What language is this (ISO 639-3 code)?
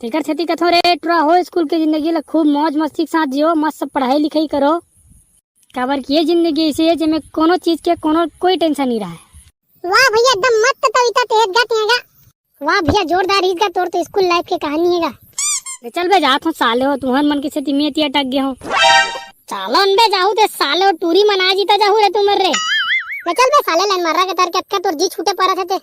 hne